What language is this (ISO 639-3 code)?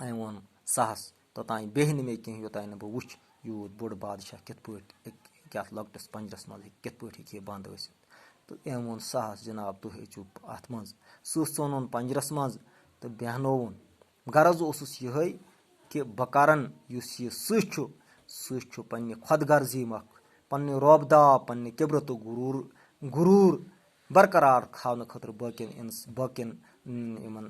kas